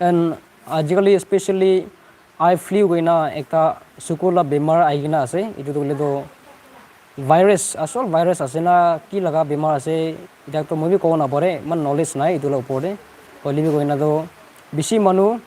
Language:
Naga Pidgin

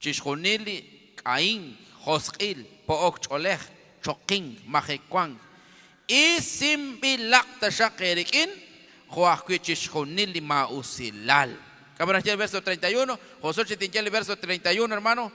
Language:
Kekchí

